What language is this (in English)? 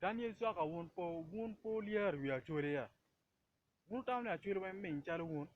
Acoli